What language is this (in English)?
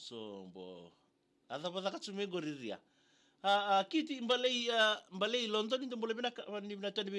Fijian